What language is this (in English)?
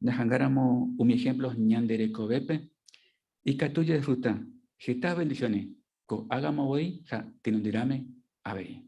Guarani